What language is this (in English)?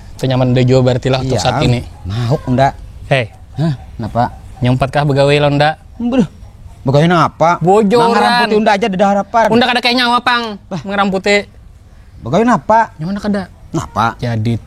Banjar